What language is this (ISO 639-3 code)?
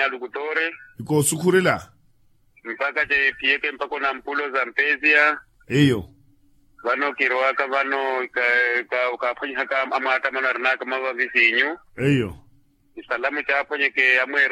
vmw